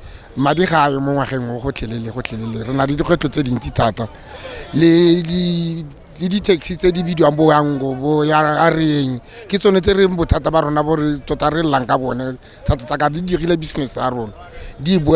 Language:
Tswana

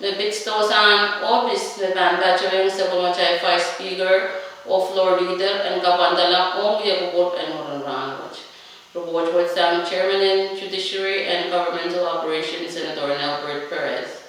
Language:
Pohnpeian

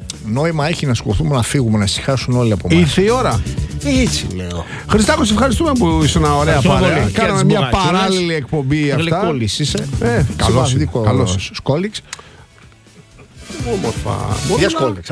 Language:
Greek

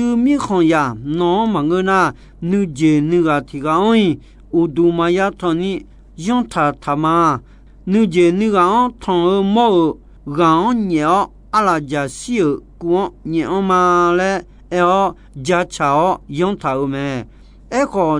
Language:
Akha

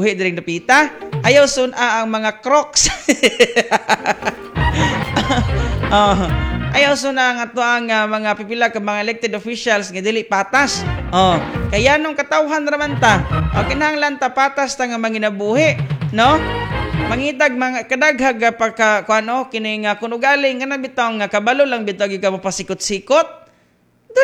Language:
Cebuano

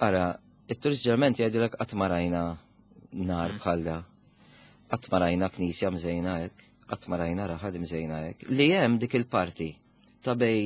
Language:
Maltese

